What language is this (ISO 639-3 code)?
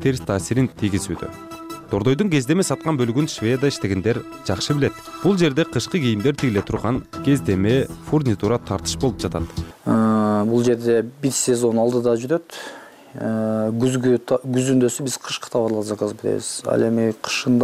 kir